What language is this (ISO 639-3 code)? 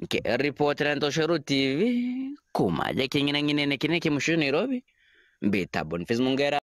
mer